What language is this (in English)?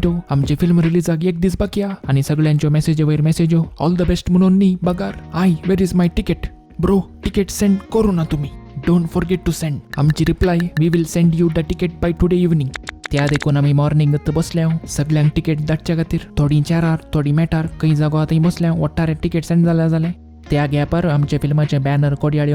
Konkani